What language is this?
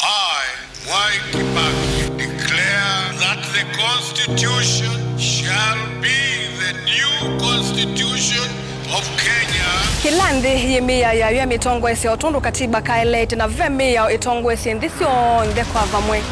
Kamba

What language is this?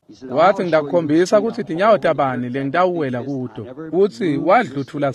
Swati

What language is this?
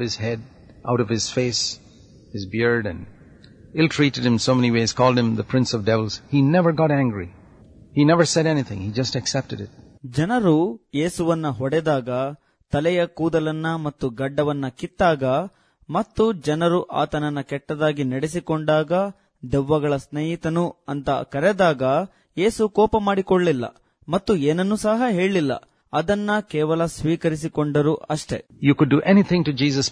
Kannada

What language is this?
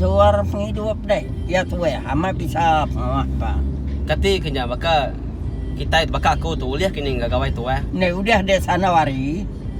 Iban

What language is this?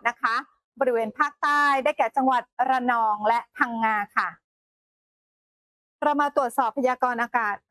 Thai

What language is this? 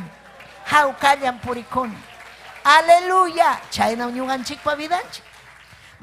Ayacucho Quechua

